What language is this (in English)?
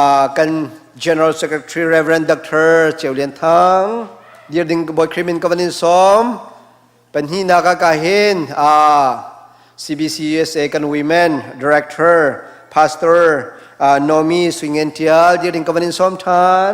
Hakha Chin